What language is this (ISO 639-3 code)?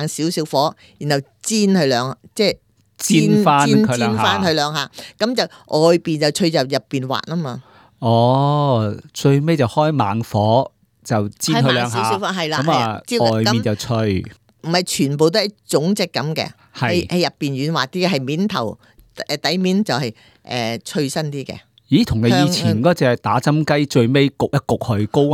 yue